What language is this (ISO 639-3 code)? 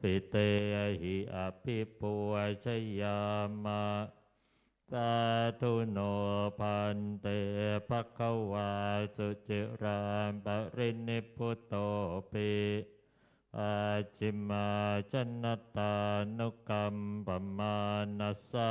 pli